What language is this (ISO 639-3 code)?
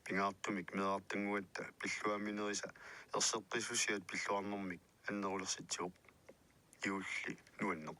kal